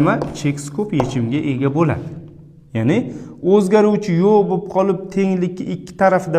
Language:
Uzbek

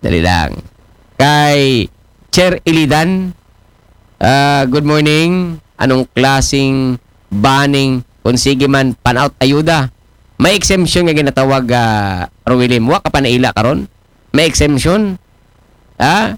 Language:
Aklanon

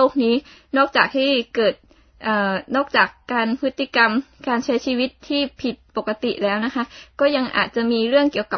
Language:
Thai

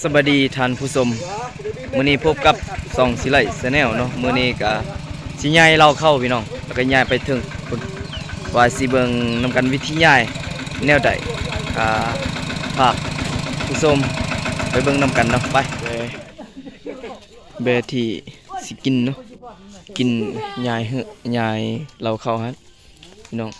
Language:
Lao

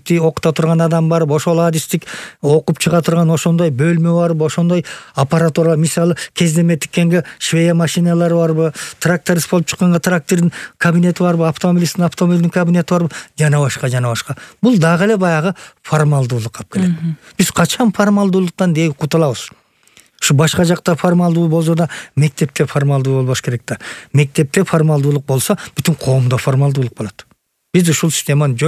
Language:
Kyrgyz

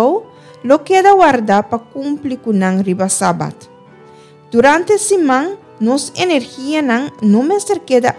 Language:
Papiamento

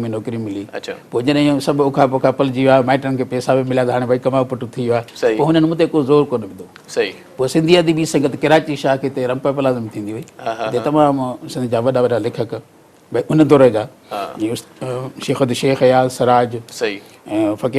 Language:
Sindhi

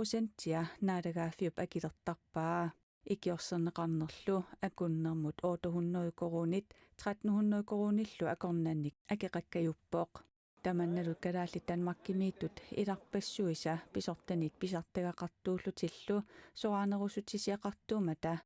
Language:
Kalaallisut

